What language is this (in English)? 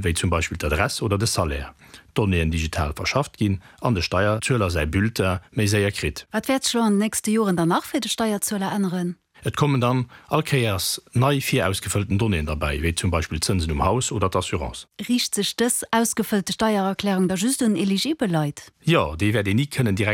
Luxembourgish